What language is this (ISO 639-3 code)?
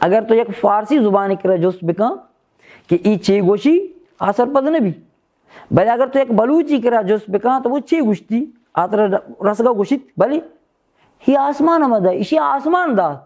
bal